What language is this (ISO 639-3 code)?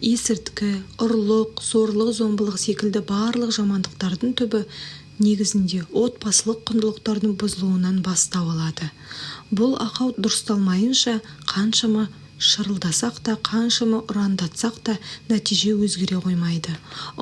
kaz